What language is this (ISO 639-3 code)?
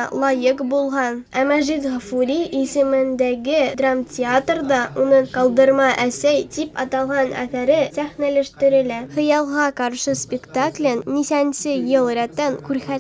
bak